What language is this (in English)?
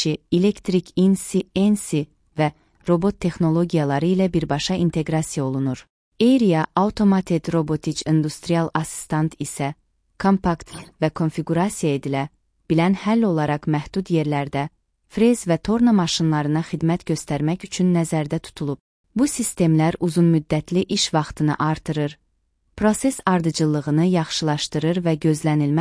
Azerbaijani